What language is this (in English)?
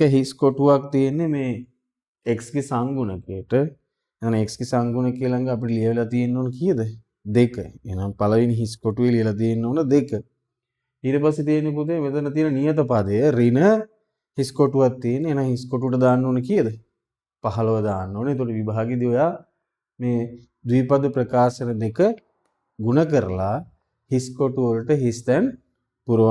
Sinhala